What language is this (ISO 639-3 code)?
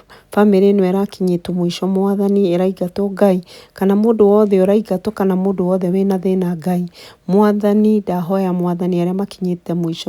kik